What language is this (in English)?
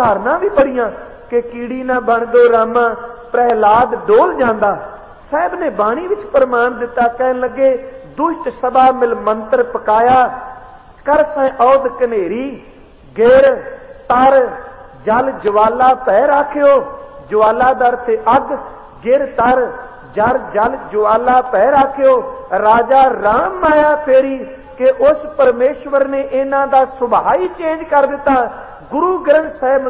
Punjabi